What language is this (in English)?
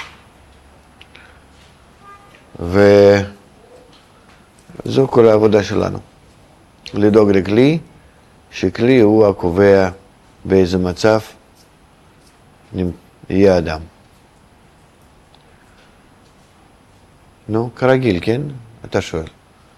Hebrew